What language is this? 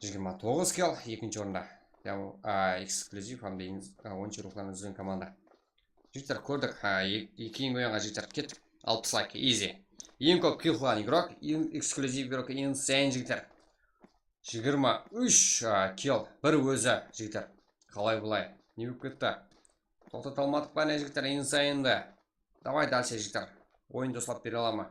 Kara-Kalpak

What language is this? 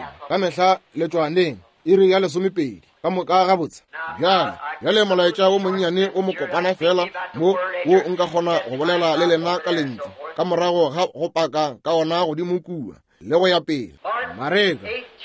Northern Sotho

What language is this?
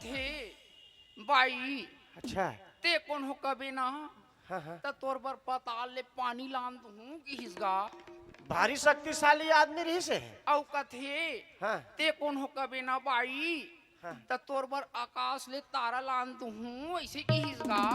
Chhattisgarhi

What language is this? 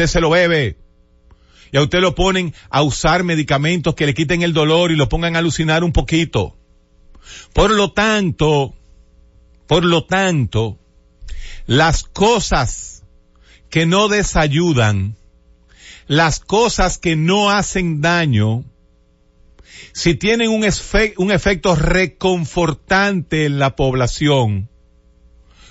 Spanish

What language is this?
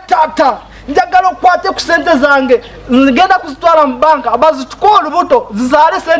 Nyankole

